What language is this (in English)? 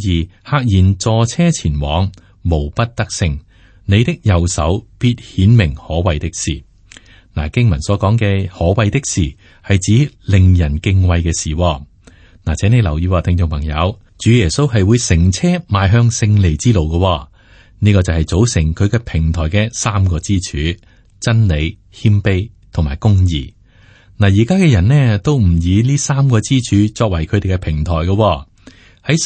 Cantonese